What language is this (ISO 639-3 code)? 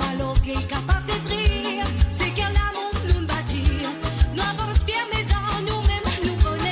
mfe